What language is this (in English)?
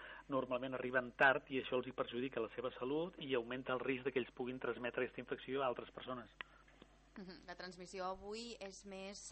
Catalan